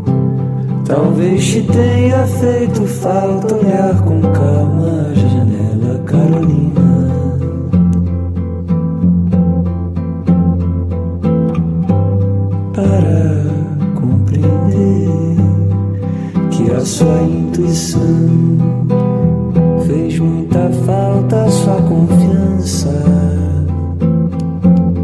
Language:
Portuguese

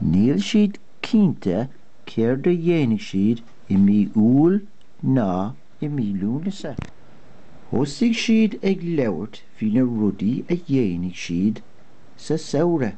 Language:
Irish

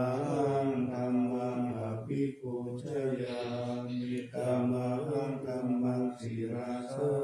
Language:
Pali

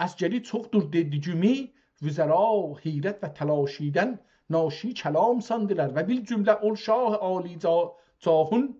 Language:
South Azerbaijani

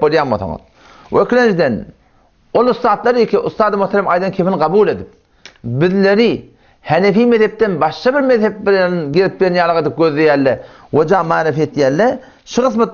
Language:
Turkmen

